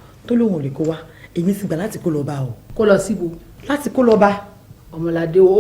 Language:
Yoruba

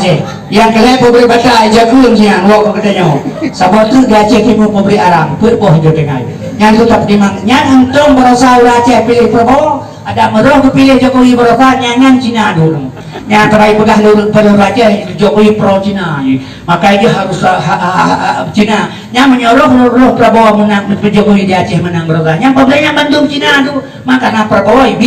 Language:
Achinese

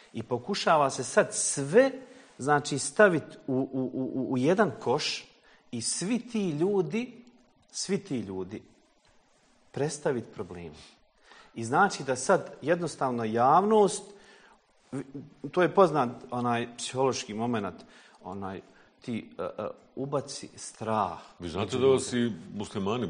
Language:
Bosnian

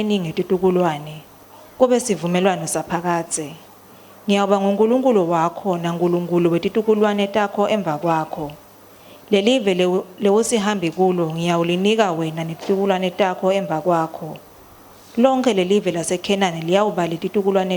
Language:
Swati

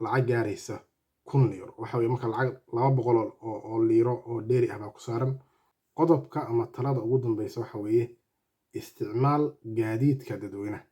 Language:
Somali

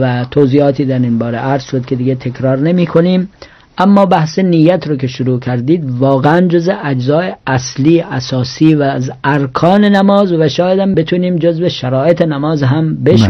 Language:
Persian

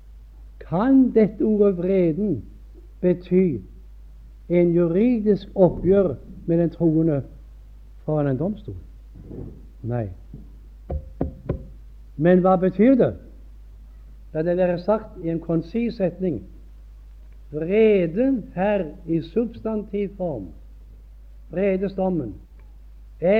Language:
Norwegian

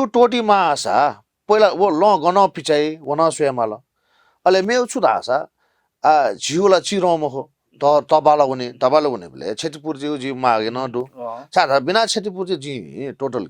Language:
Newari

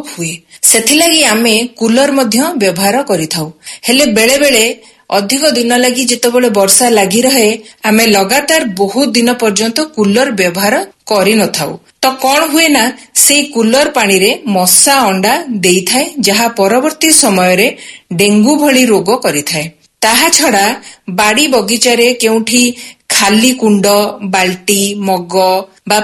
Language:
Odia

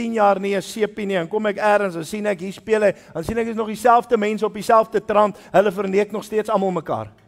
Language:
Afrikaans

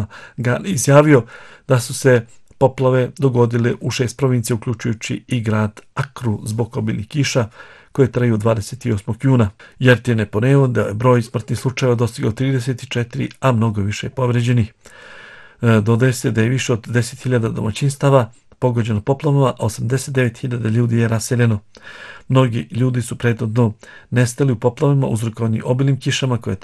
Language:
Bosnian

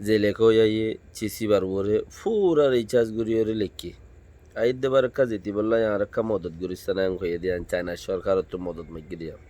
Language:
Rohingya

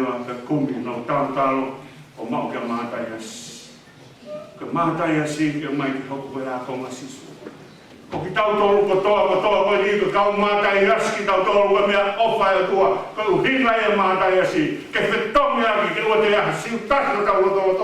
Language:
Tongan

